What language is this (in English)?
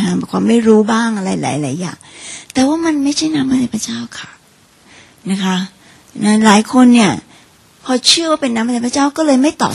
Thai